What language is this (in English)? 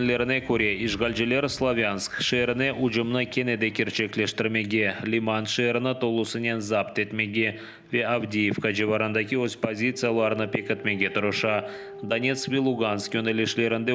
Crimean Tatar